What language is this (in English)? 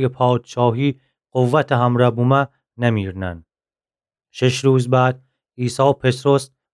Gilaki